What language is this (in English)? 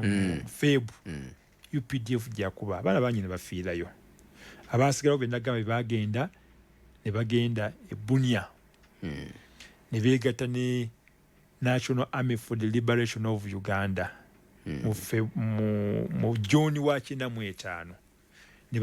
Ganda